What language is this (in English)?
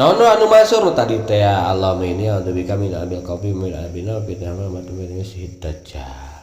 Sundanese